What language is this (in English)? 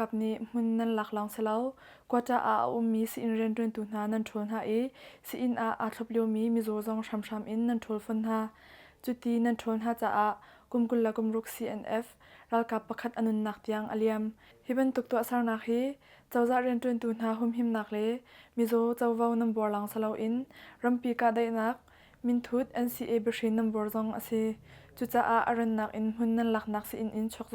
Hakha Chin